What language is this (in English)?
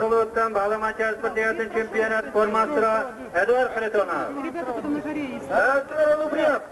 Yakut